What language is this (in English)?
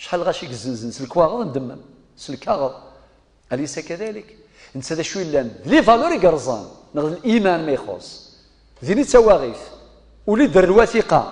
Kabyle